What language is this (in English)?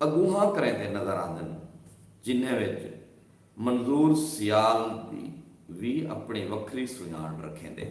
Saraiki